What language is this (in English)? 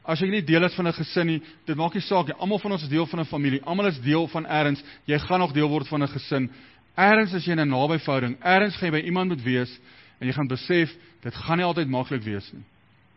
Afrikaans